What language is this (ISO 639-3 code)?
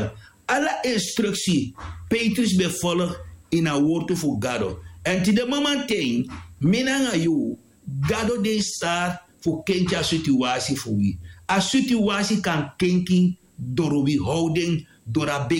srn